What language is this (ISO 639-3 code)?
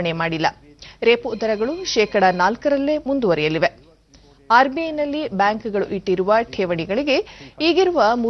kan